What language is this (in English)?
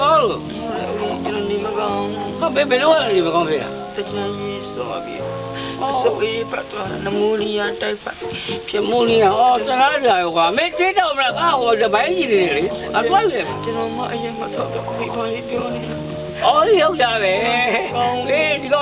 Burmese